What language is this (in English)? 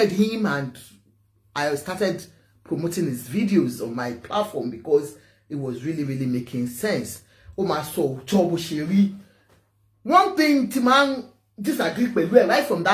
Yoruba